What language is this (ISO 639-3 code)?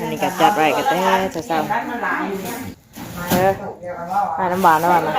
tts